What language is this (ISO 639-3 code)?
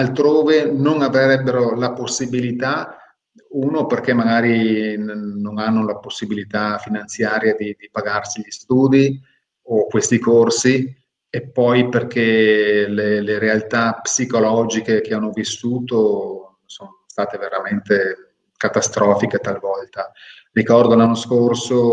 ita